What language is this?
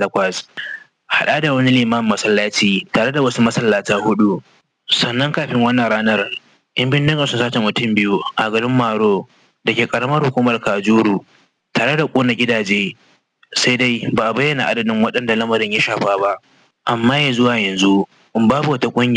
Hausa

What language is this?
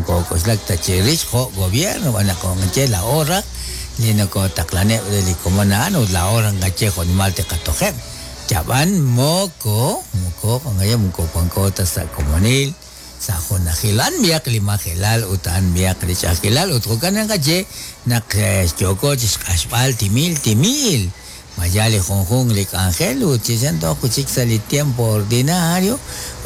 Kekchí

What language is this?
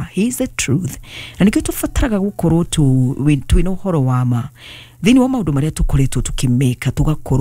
Kikuyu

